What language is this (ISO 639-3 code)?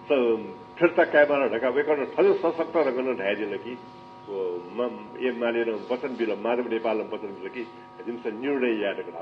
new